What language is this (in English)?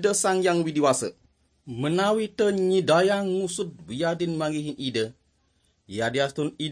Balinese